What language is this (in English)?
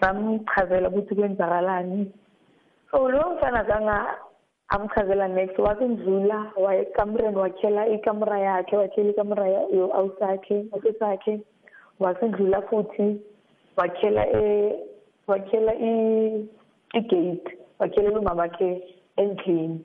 South Ndebele